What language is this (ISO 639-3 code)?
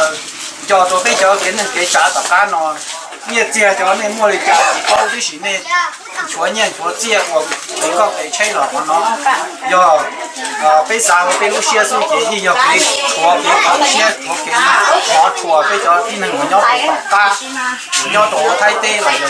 hmn